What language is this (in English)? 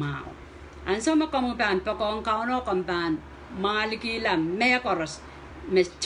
Pohnpeian